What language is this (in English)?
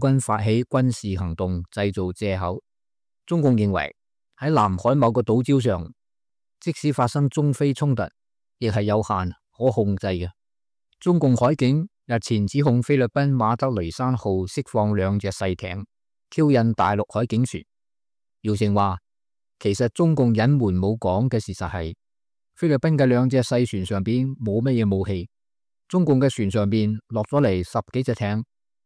Cantonese